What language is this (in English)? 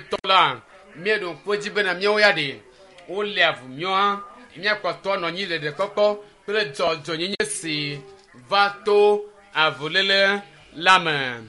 Ewe